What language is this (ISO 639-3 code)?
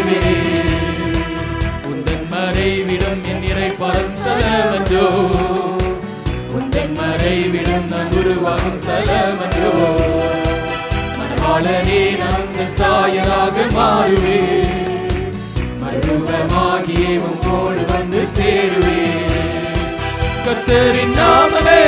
tam